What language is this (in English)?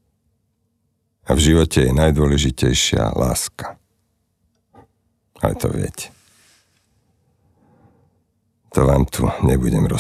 Slovak